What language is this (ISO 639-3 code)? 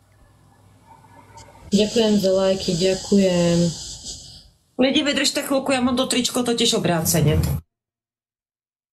ces